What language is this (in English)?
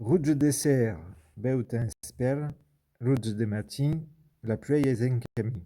Occitan